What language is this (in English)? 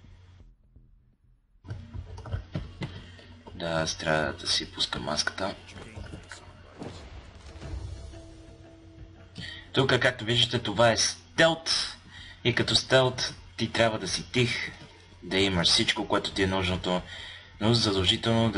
Bulgarian